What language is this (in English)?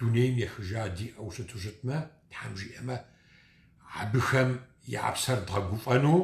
Kabardian